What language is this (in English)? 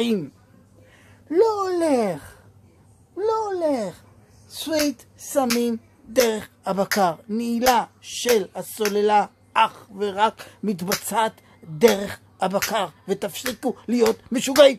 Hebrew